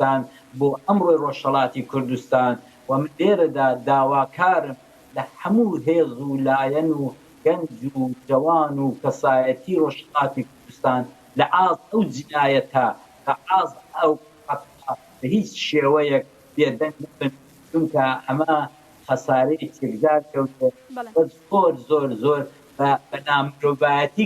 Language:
Central Kurdish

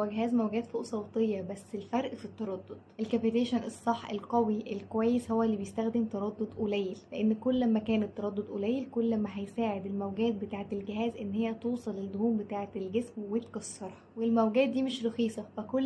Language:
Egyptian Arabic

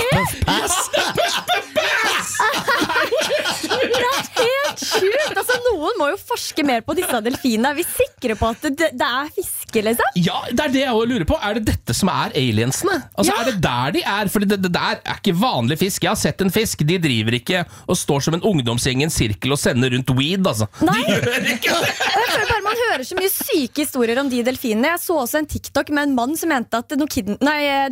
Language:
Norwegian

